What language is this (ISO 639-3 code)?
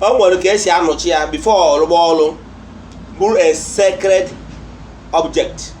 ibo